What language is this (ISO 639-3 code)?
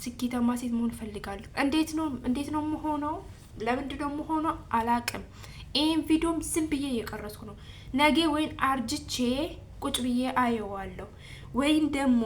amh